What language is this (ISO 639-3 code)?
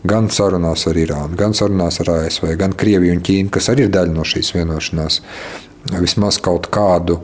lav